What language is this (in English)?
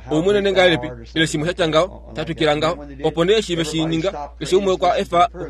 Kuanyama